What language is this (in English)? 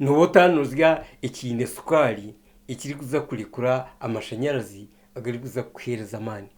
Nyankole